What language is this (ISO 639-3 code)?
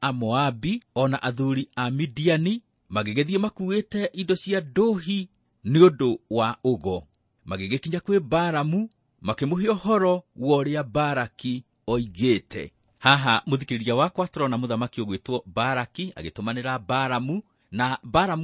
kik